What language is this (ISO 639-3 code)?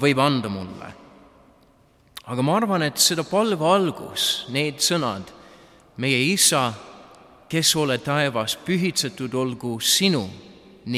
est